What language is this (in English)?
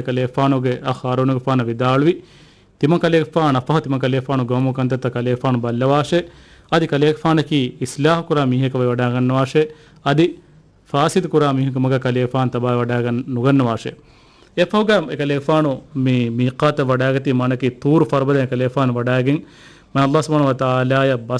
Divehi